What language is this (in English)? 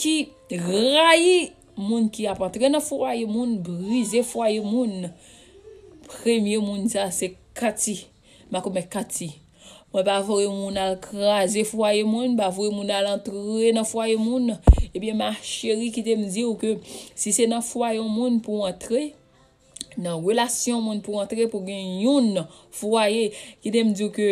Haitian Creole